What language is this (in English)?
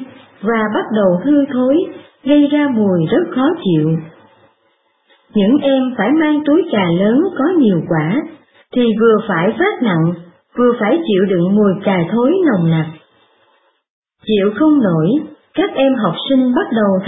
Vietnamese